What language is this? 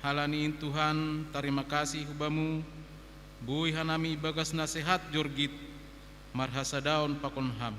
Batak Simalungun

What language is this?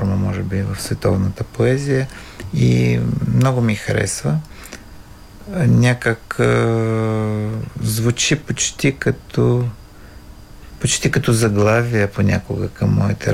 Bulgarian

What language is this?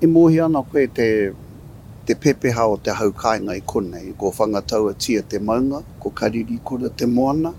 Māori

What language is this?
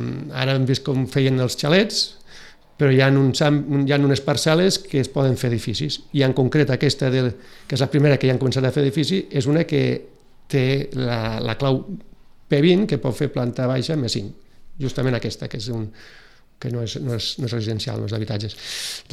Catalan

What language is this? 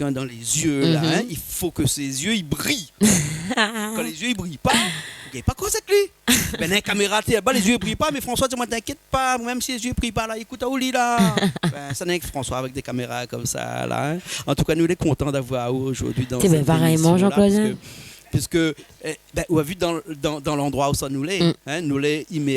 Réunion Creole French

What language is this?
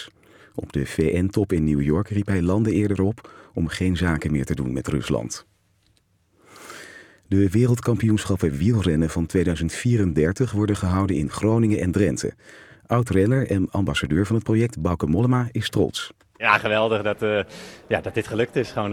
Dutch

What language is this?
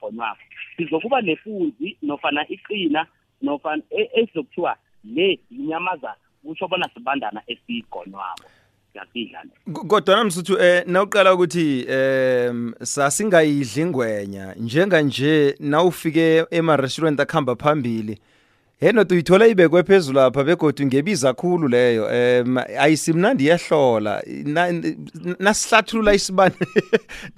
South Ndebele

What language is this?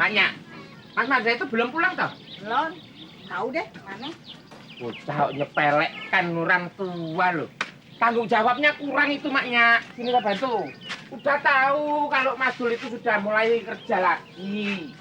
Betawi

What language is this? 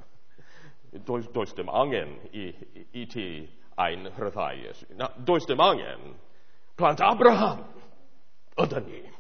Welsh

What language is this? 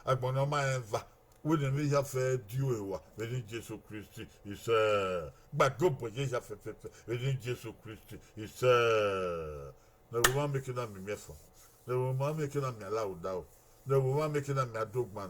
Bini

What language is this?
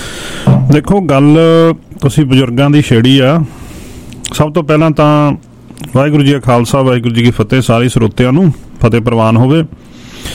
Punjabi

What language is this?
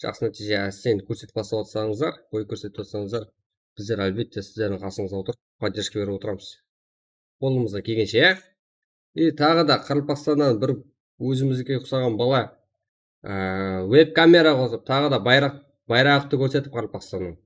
Kara-Kalpak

